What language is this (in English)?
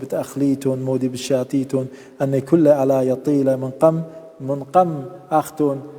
Assyrian Neo-Aramaic